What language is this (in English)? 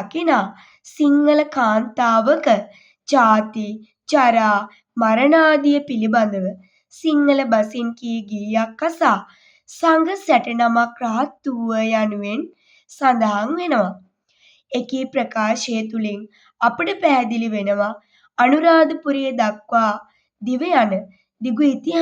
Sinhala